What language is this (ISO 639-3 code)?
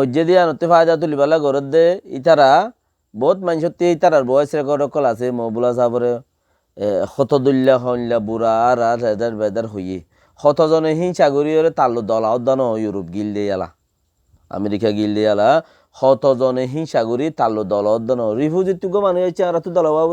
rhg